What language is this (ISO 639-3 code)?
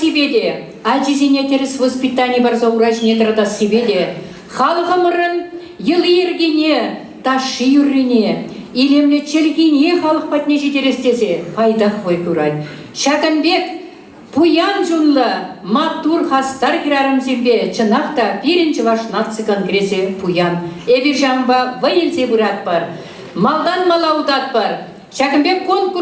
chv